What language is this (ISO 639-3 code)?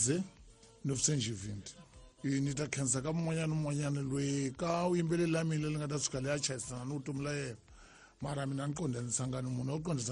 tso